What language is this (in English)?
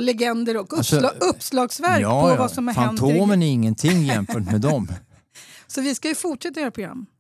Swedish